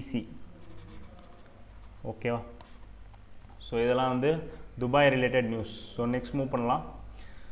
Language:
Tamil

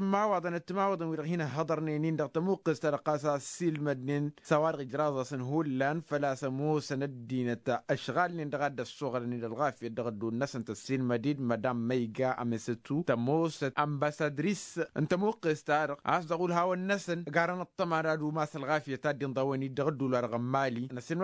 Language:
Tamasheq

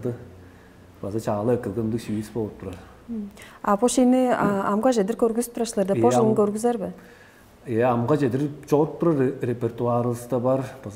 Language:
Tuvinian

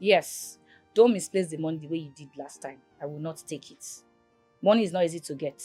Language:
Nigerian Pidgin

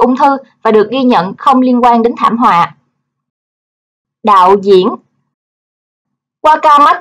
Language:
Vietnamese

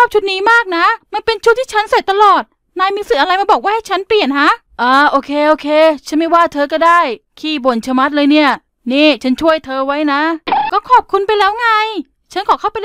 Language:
Thai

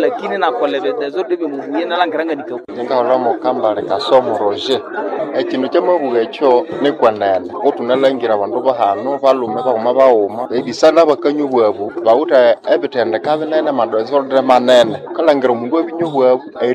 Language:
Nande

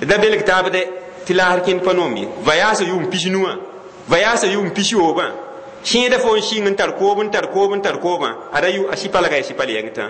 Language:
Mossi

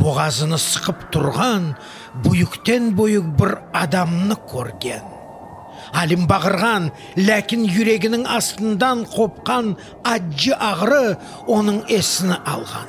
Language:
Crimean Tatar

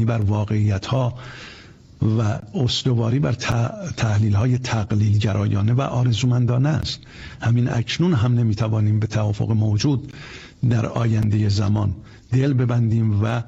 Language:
Persian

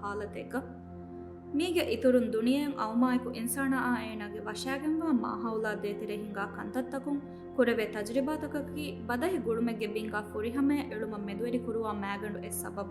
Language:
Divehi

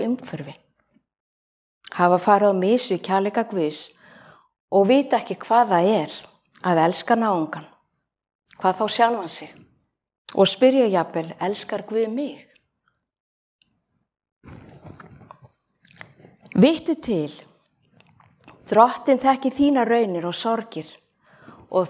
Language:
Icelandic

